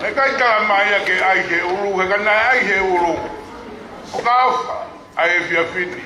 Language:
Tongan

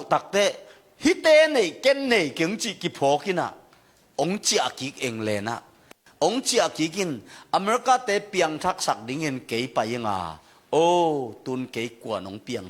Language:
Tedim Chin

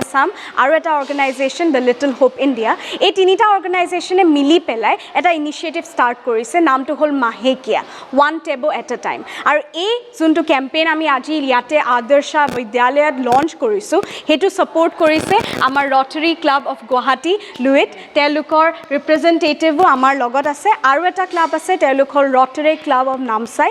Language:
Assamese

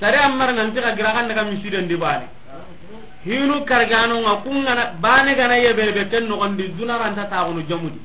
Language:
Soninke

